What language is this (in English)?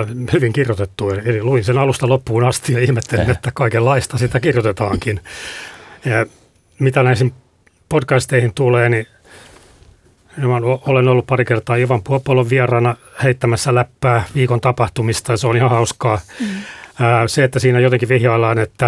Finnish